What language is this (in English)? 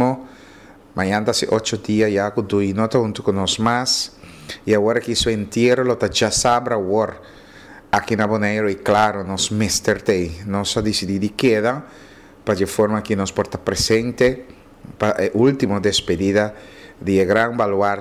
Papiamento